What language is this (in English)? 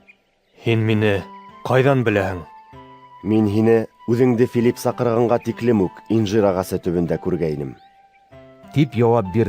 Bashkir